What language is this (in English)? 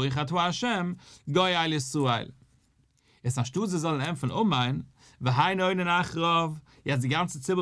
Yiddish